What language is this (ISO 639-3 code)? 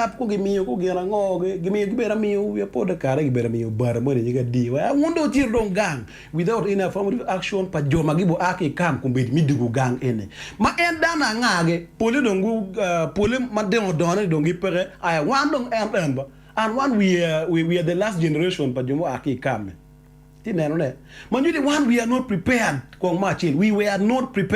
ach